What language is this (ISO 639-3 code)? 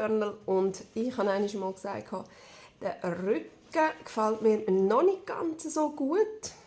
gsw